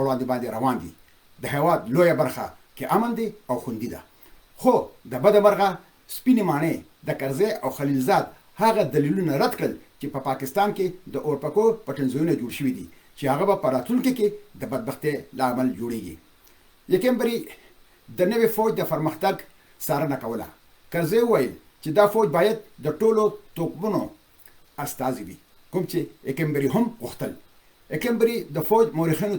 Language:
Pashto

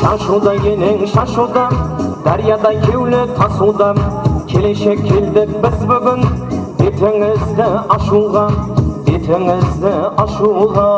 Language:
Kara-Kalpak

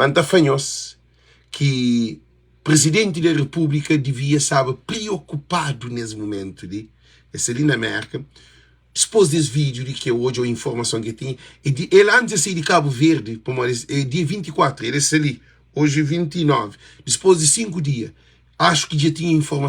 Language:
Kabuverdianu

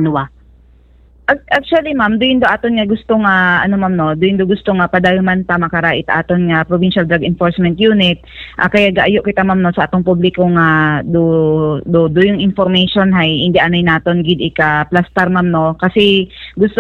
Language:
Hiligaynon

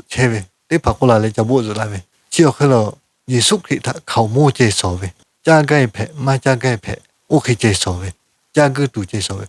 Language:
Lahu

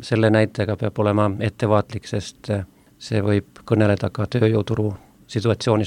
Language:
Estonian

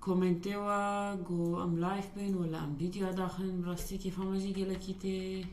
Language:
North Levantine Arabic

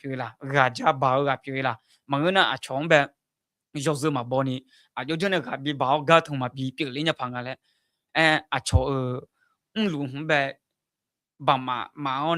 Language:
Akha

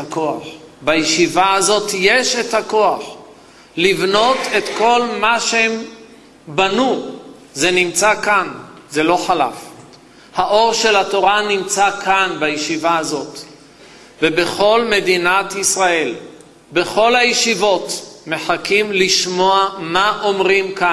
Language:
Hebrew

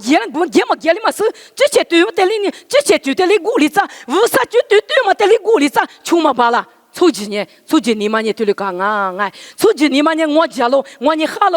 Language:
Lisu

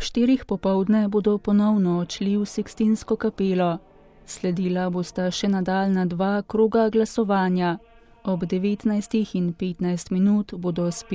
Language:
Slovenian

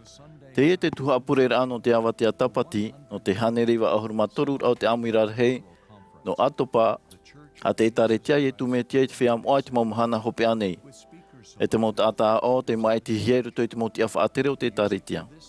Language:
Tahitian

